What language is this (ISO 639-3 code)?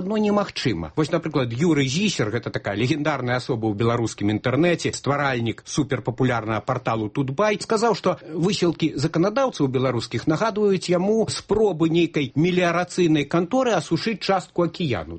bel